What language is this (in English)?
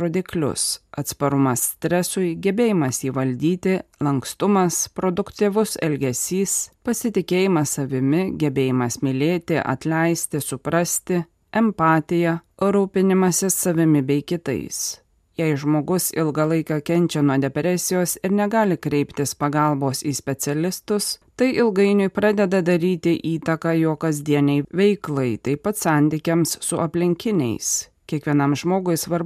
Lithuanian